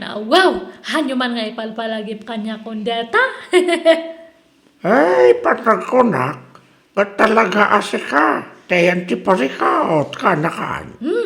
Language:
Iloko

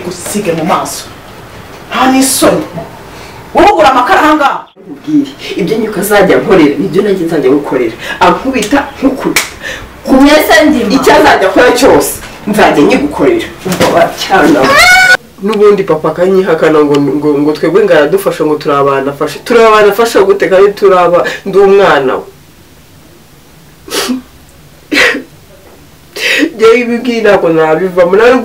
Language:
Kinyarwanda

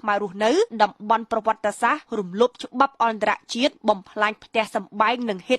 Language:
Khmer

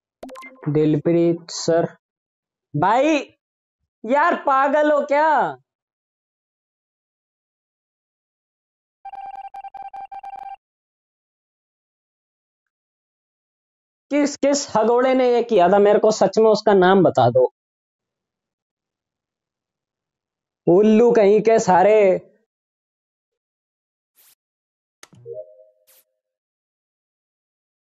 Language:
Hindi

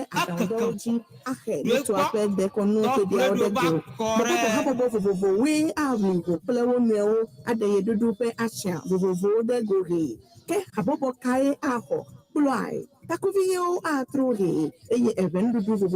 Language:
Ewe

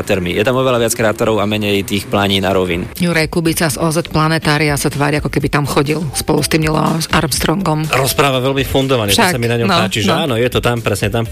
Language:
Slovak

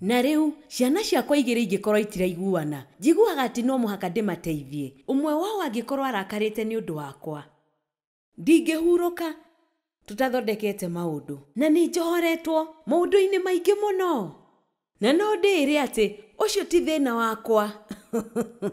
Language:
Kikuyu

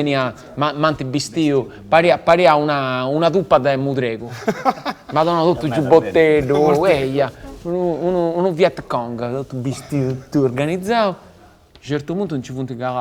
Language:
Sardinian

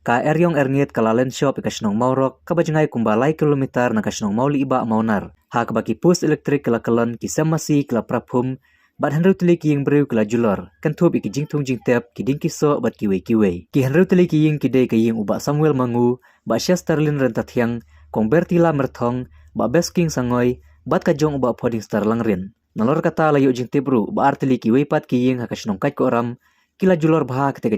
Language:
Khasi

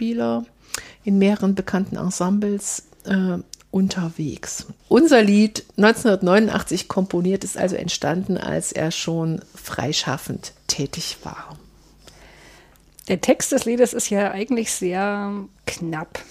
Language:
German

